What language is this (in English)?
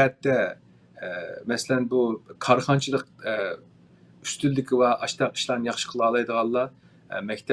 Uyghur